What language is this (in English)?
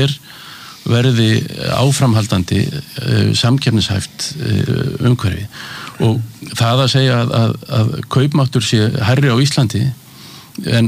Icelandic